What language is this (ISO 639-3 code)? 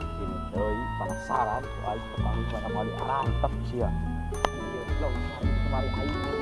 sun